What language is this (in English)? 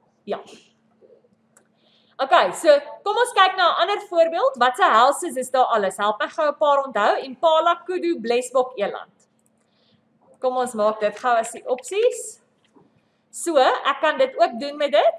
Afrikaans